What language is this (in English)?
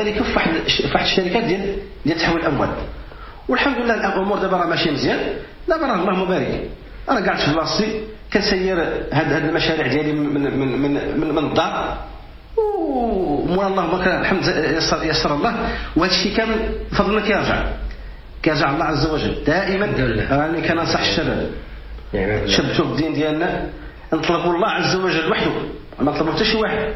Moroccan Arabic